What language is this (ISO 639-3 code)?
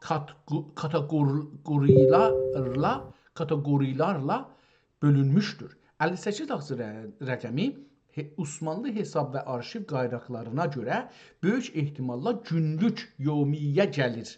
azb